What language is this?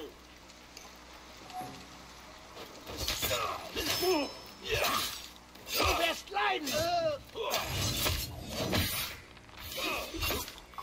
German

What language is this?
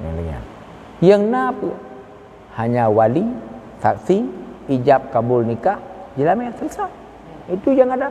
Achinese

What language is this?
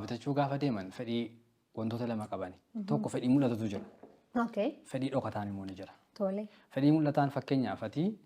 Oromo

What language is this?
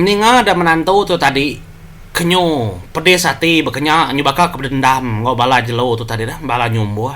Iban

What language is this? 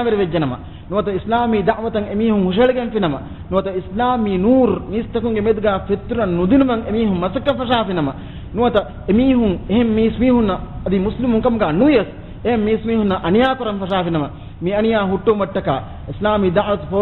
Divehi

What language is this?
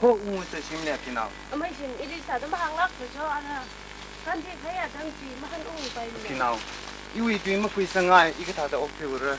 Tangkhul Naga (India)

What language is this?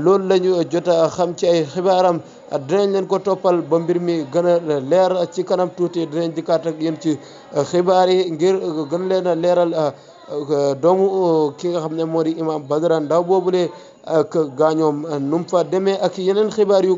Wolof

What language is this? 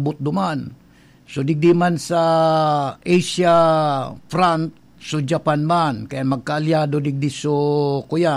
Bikol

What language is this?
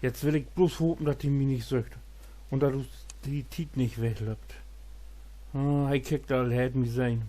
Low German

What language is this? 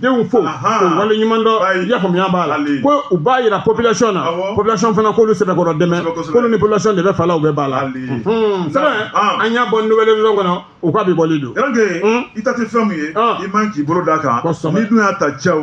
Bambara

